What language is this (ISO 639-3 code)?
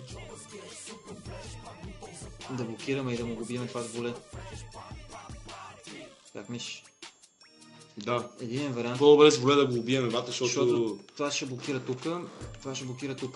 bul